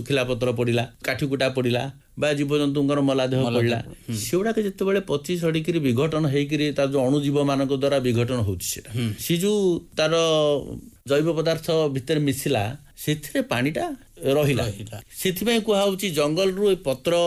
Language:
Odia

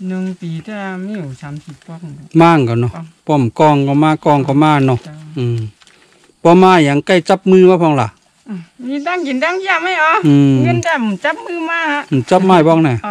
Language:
Shan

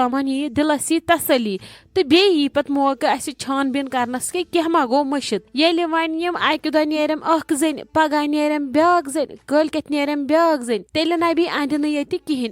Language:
Kashmiri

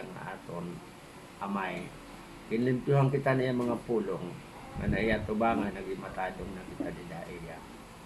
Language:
Waray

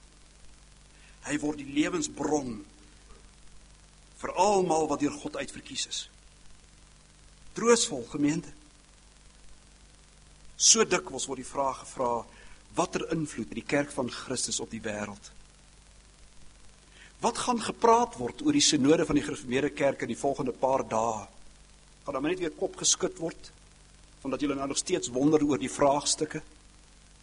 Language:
Afrikaans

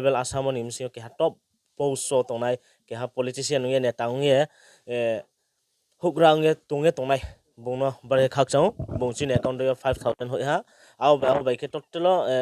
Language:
Riang (India)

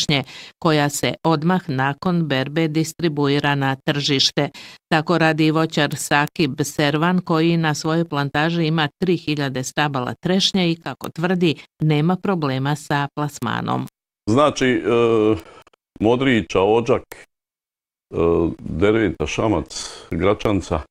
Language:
Bosnian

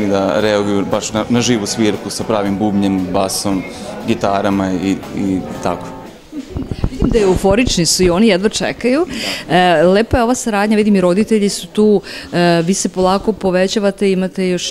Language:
Serbian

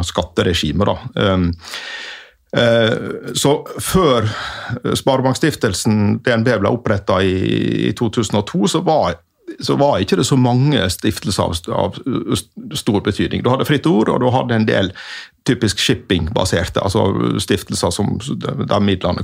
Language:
Norwegian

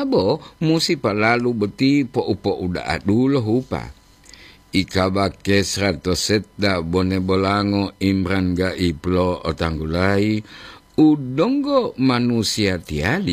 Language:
Gorontalo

